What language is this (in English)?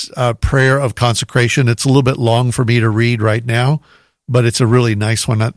English